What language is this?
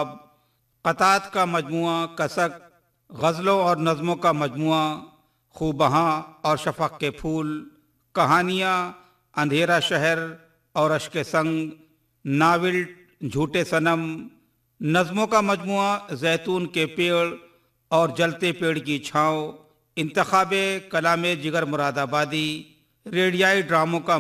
Urdu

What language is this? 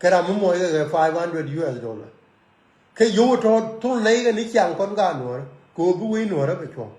Nuer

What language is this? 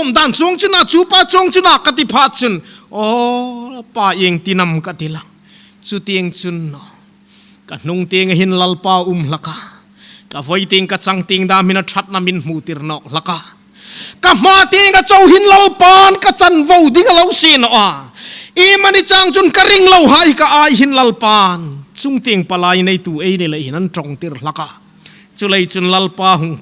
Hmar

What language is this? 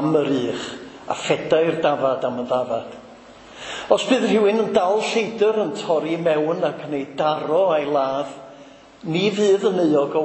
Welsh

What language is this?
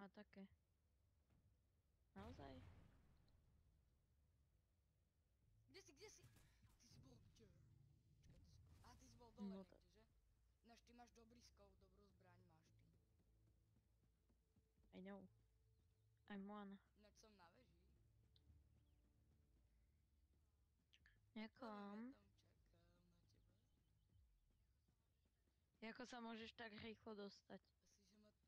Slovak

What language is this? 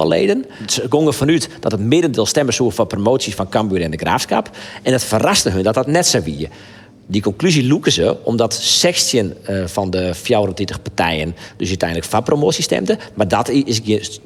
Western Frisian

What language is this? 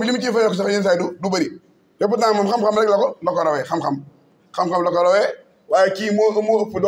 Wolof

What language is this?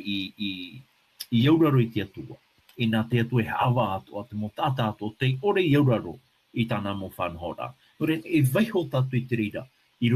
Tahitian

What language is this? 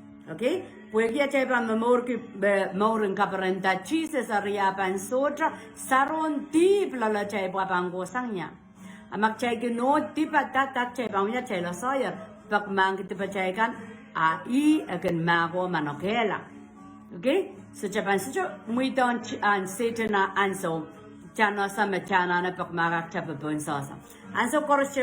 Pohnpeian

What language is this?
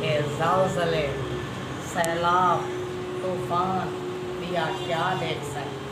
Saraiki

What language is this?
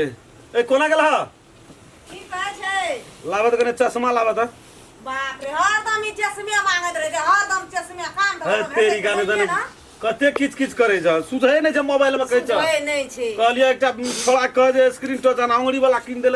Maithili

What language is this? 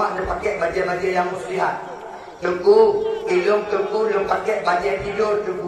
Achinese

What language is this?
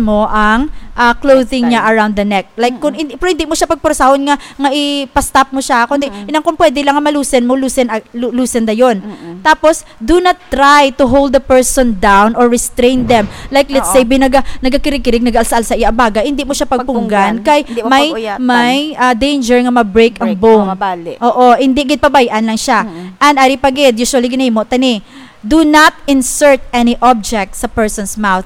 Hiligaynon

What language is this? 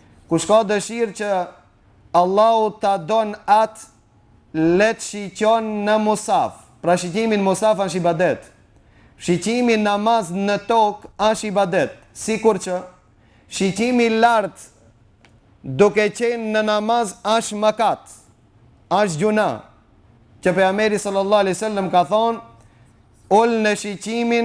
Albanian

